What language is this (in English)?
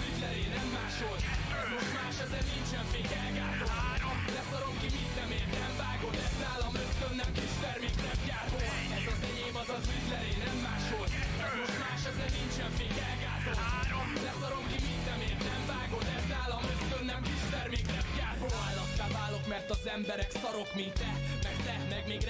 Hungarian